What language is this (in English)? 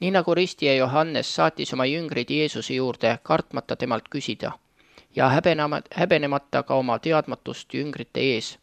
Estonian